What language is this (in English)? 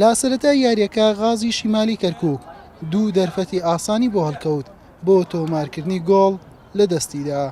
Central Kurdish